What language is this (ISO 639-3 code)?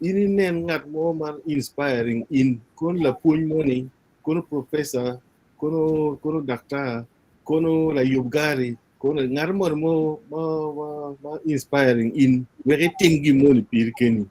ach